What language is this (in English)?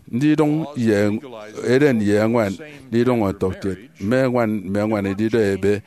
Efik